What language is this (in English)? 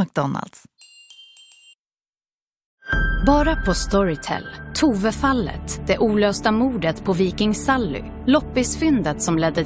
Swedish